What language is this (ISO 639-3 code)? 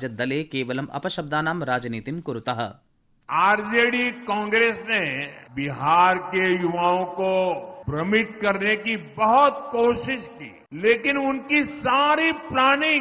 san